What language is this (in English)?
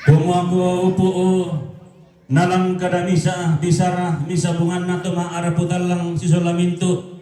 Toraja-Sa'dan